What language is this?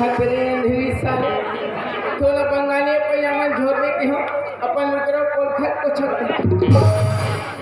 Chhattisgarhi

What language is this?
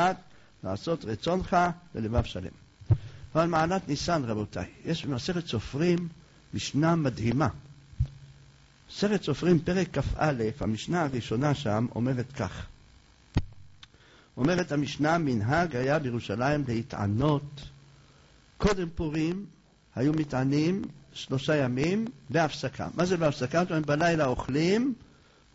Hebrew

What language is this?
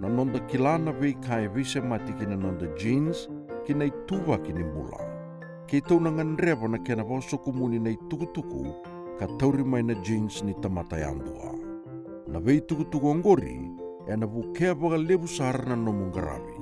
Fijian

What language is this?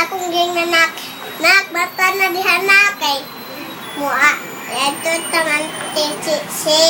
Cebuano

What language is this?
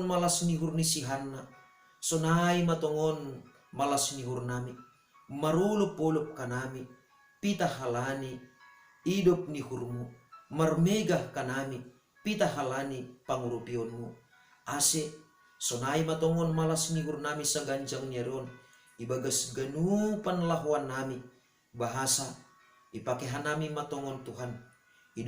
Batak Simalungun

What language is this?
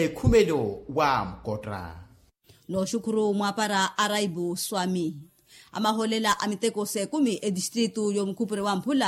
Makhuwa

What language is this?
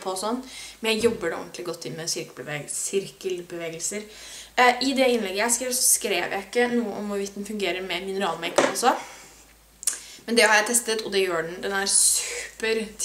Norwegian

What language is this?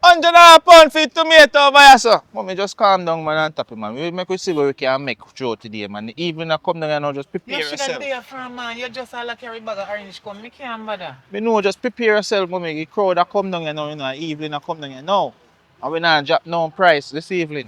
Jamaican Creole English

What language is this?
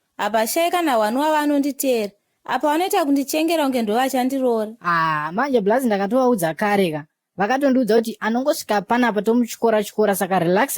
Shona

